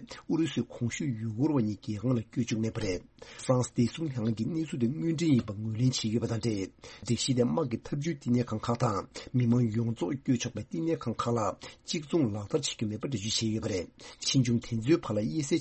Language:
Tibetan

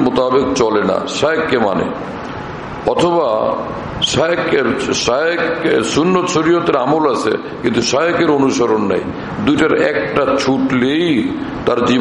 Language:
Bangla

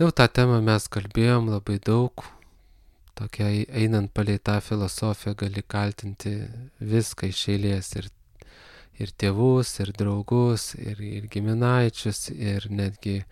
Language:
Lithuanian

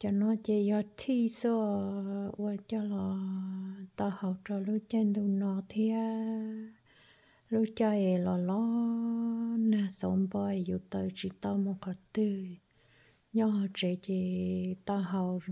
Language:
Hmong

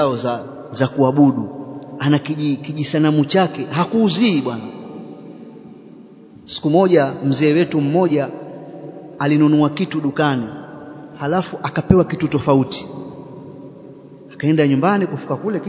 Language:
Swahili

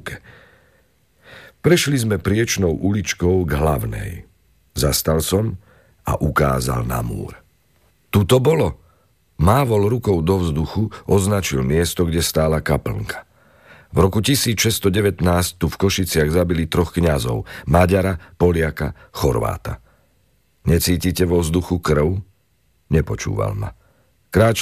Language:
Slovak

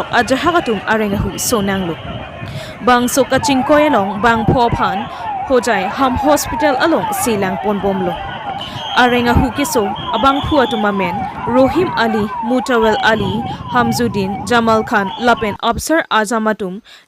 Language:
Karbi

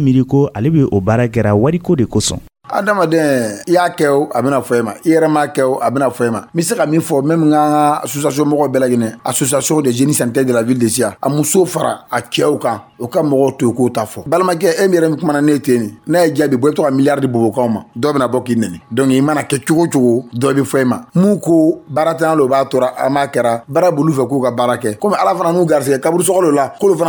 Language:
Dyula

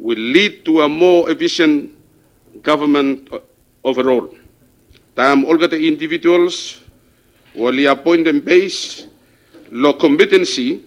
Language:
Bislama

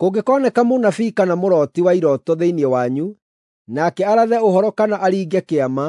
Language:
Kikuyu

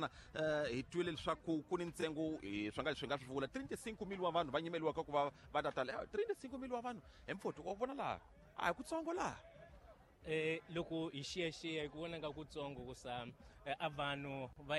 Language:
Tsonga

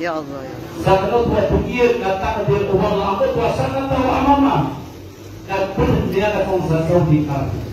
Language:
Maranao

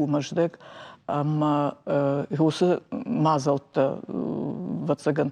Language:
Ossetic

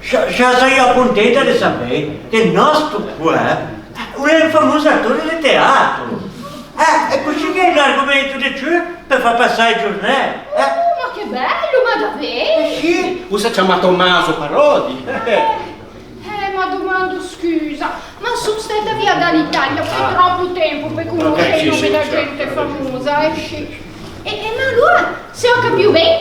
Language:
Ligurian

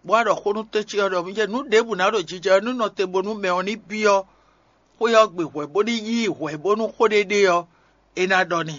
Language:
Fon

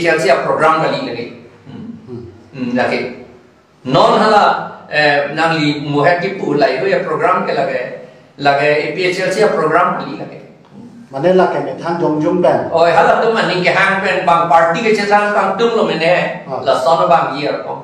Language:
Karbi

